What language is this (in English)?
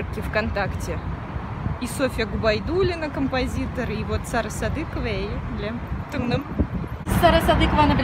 Tatar